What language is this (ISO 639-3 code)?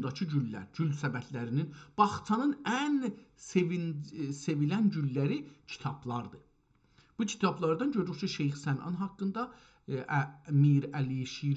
azb